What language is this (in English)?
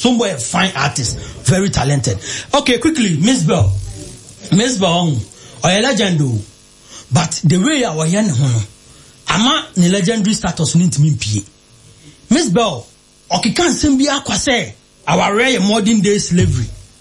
Akan